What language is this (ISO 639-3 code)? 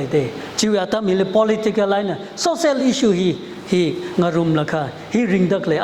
nmf